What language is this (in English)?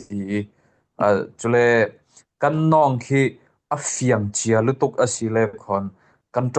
Falam Chin